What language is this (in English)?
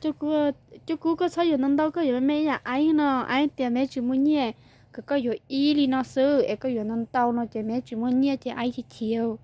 Hmong